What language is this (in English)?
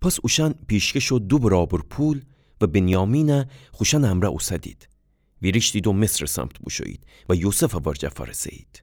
Gilaki